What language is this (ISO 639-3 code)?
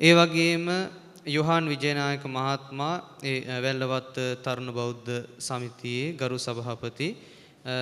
sin